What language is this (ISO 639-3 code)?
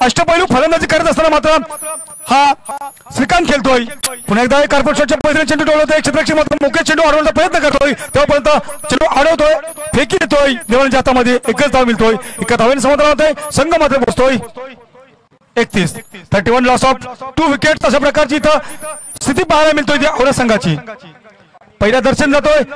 mar